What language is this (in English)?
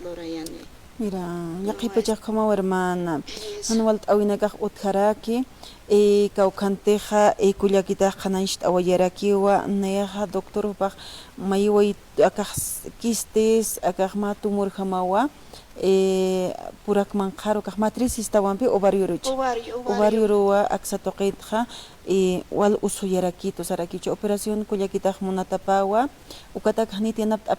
Aymara